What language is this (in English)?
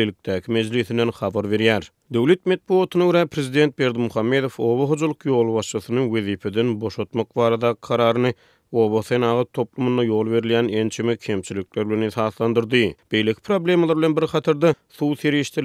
Turkmen